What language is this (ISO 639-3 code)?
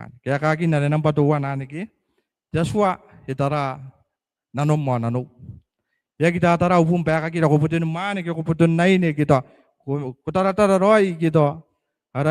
gil